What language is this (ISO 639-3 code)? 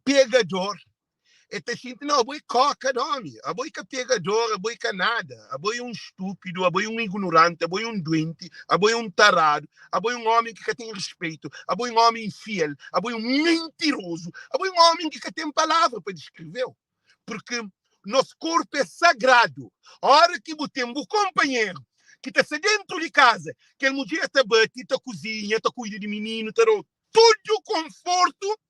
kea